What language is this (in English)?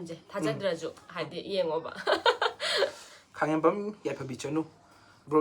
Manipuri